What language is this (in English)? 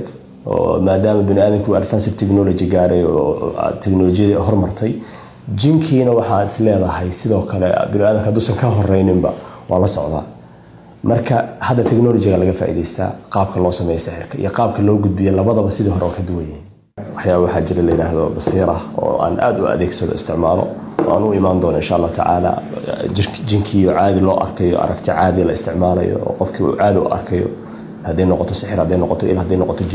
Somali